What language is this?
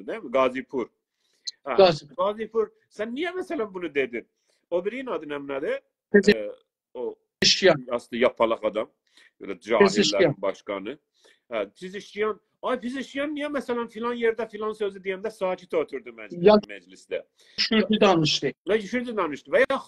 South Azerbaijani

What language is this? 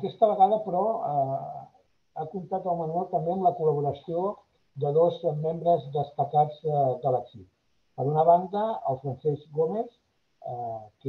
Catalan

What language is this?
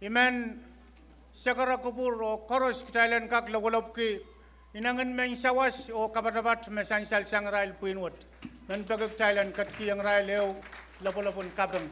Pohnpeian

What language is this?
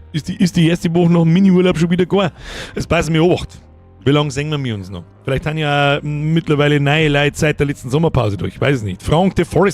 Bavarian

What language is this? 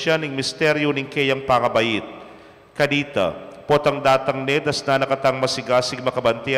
Pampanga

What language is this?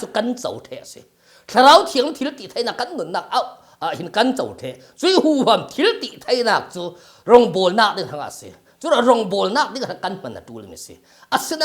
Falam Chin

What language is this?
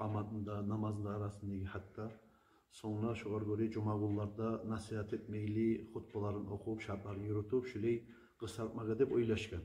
Kumyk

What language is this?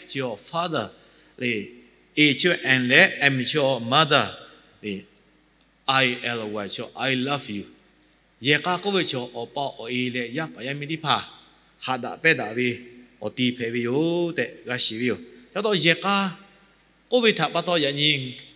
Lahu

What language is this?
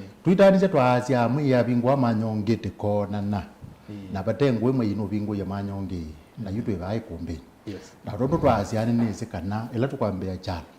Kamba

